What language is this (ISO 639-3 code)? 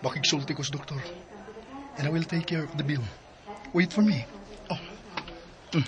ceb